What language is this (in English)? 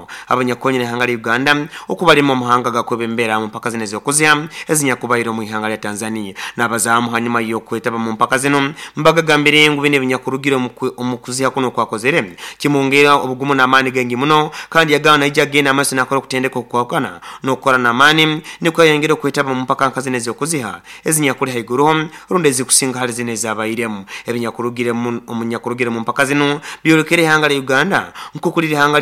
Nyoro